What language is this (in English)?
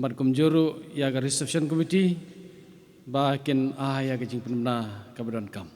Khasi